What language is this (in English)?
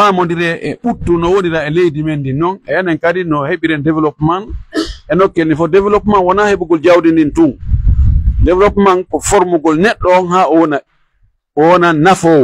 Pular